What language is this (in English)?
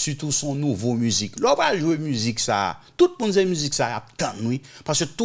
Haitian Creole